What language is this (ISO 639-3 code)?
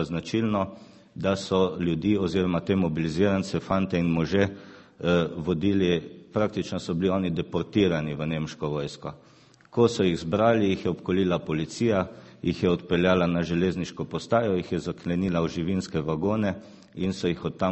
slv